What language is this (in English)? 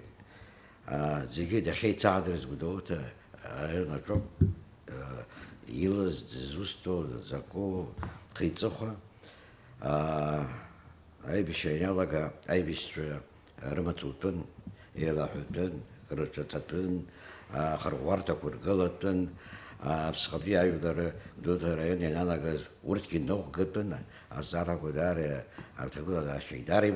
Abkhazian